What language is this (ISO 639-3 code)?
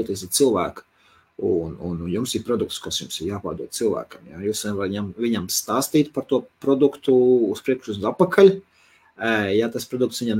lav